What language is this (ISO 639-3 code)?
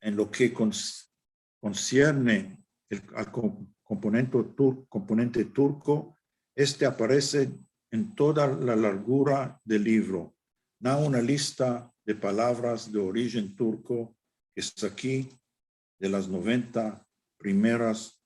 lad